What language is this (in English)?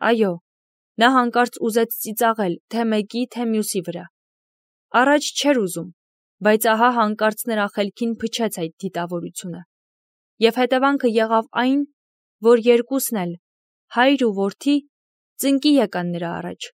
Armenian